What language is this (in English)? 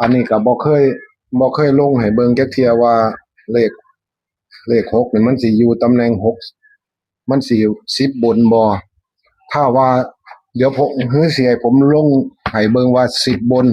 Northeastern Thai